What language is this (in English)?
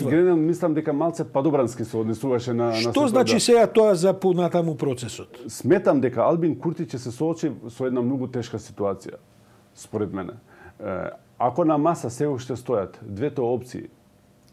Macedonian